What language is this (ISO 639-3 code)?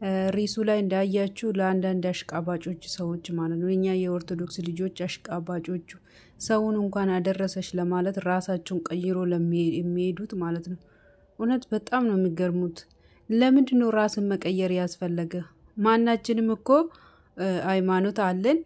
amh